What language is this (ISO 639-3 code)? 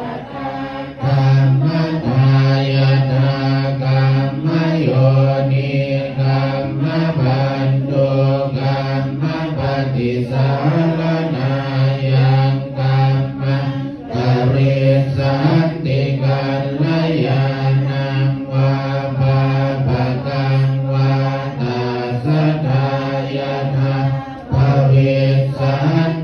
pli